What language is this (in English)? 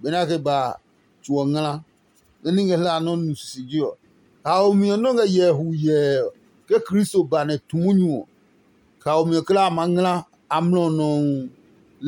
Adangme